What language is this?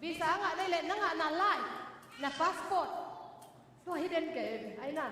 Tedim Chin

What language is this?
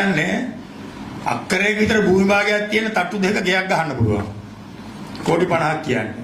Sinhala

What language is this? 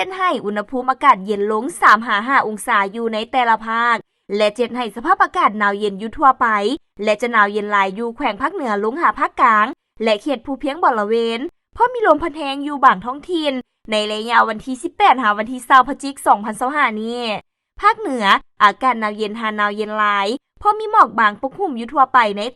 Lao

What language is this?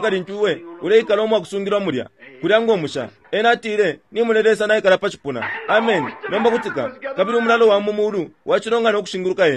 Bemba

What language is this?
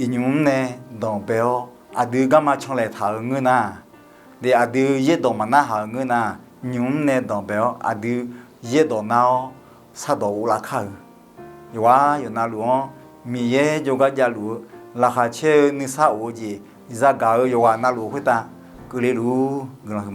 Akha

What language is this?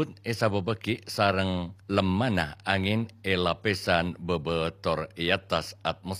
Madurese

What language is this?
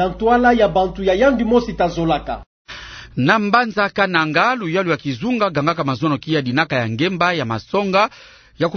Kituba (Democratic Republic of Congo)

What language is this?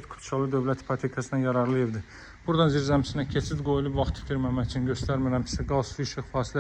Azerbaijani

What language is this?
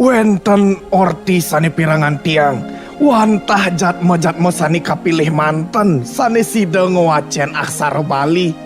Balinese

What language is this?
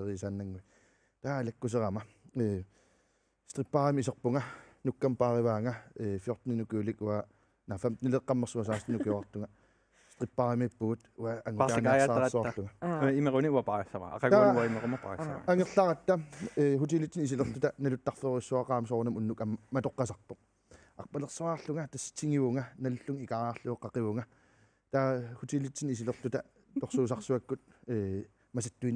Kalaallisut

